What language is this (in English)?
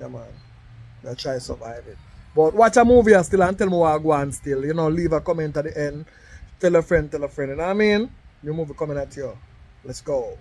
Jamaican Creole English